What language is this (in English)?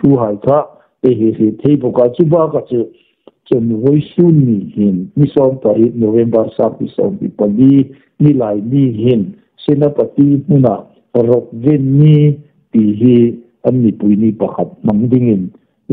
Hmar